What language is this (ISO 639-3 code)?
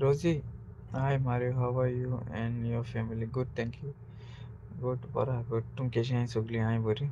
kok